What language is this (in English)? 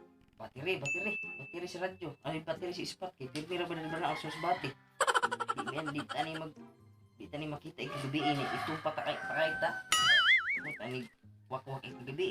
Cebuano